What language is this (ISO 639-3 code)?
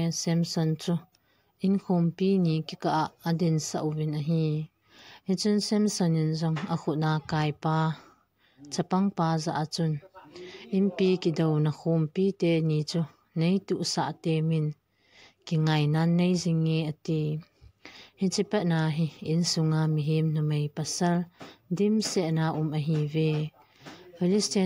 tcz